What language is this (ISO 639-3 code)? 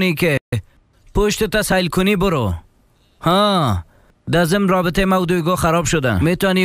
fas